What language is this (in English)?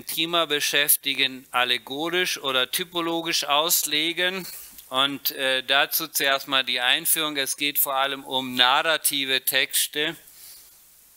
German